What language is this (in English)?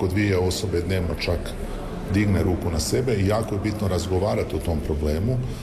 Croatian